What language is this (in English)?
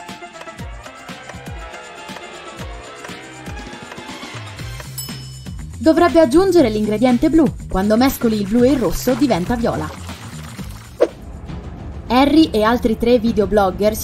Italian